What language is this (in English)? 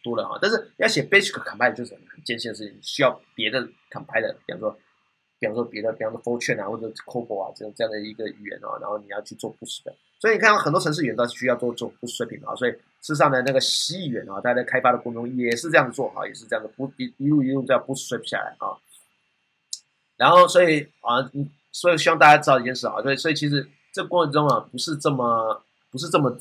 Chinese